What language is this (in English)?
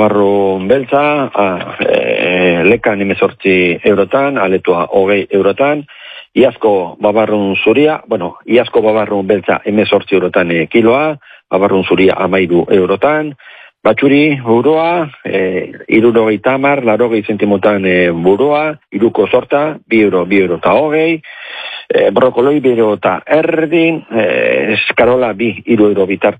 Basque